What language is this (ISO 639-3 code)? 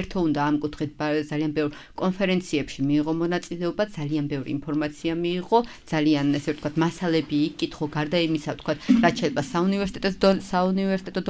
kat